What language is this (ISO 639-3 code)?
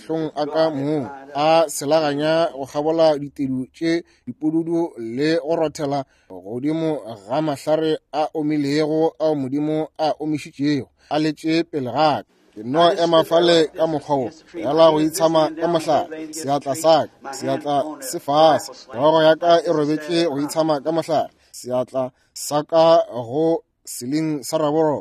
nso